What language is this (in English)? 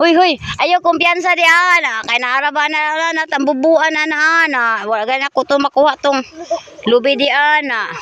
Cebuano